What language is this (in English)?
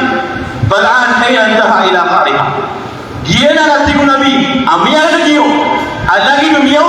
Maranao